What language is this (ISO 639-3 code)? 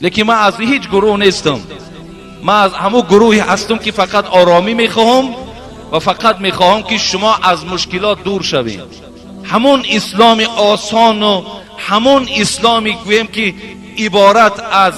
tgk